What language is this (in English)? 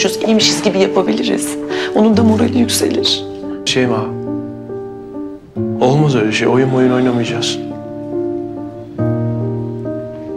Turkish